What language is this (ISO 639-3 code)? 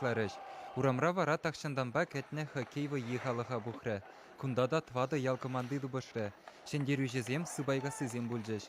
chv